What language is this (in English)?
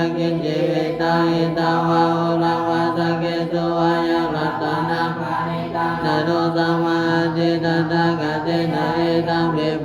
Pali